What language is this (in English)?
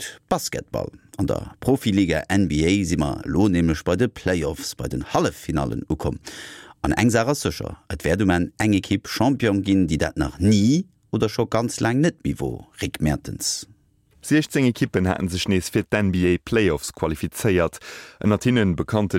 Luxembourgish